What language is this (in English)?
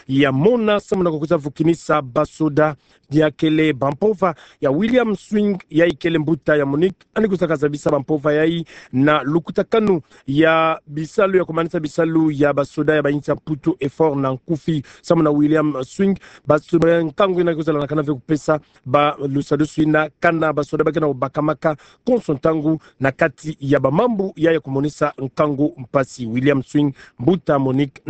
Kituba (Democratic Republic of Congo)